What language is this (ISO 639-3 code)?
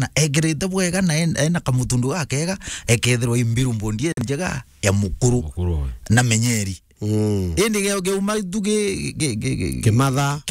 mer